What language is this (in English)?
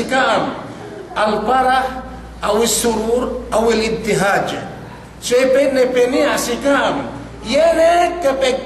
Yakan